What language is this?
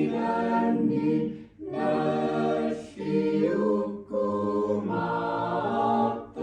Kalaallisut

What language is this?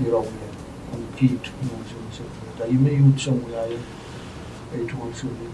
Pohnpeian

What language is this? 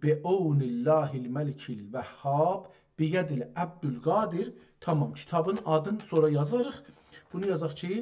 South Azerbaijani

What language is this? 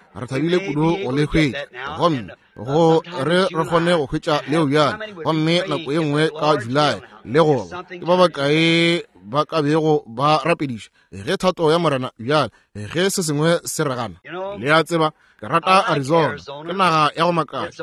Northern Sotho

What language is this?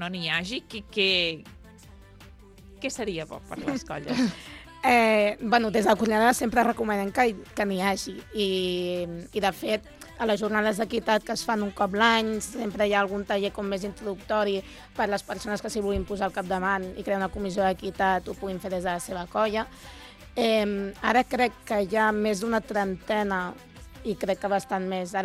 Catalan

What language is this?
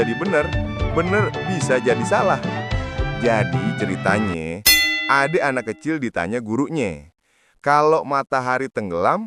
Betawi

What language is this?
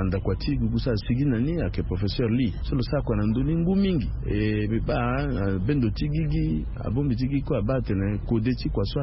Sango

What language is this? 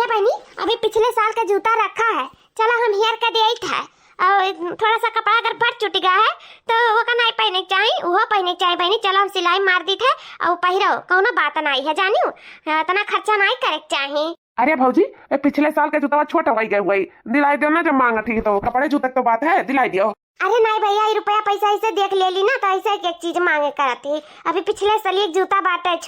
Awadhi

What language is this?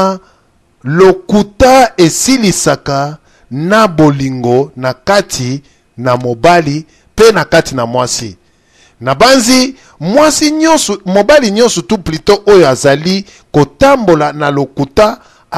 Lingala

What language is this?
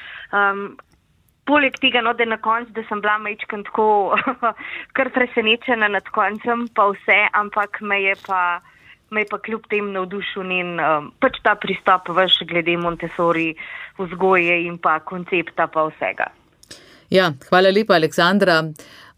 Slovenian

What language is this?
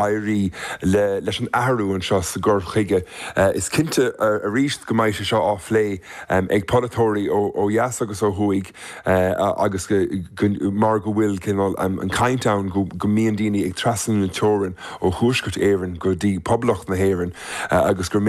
Irish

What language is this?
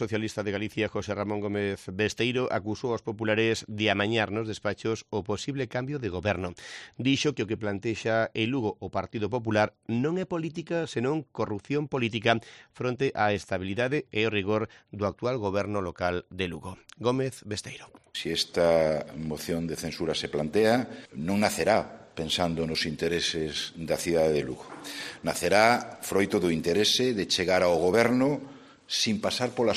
Galician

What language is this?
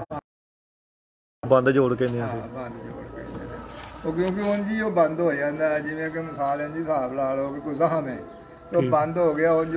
Punjabi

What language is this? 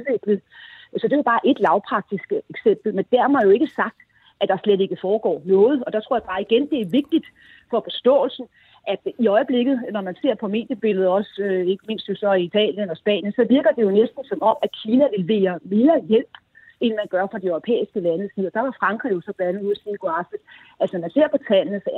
Danish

